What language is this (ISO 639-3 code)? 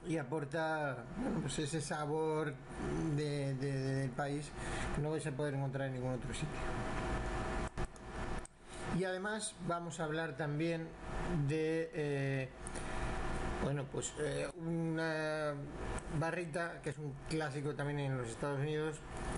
spa